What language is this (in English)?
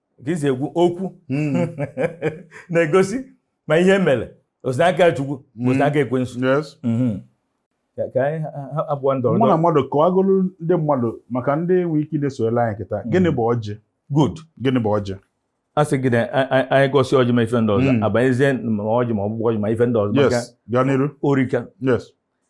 Igbo